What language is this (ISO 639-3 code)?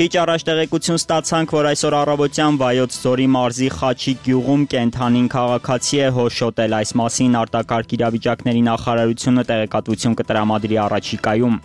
hye